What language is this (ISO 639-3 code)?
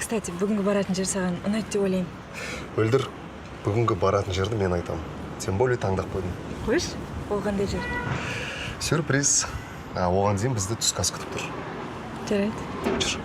kaz